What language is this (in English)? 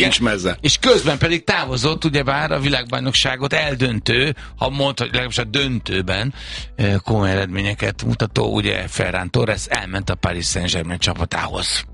Hungarian